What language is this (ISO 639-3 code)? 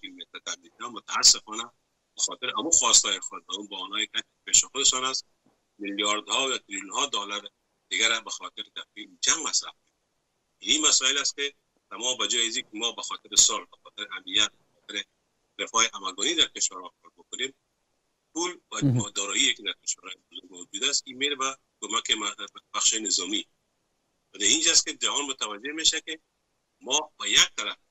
fas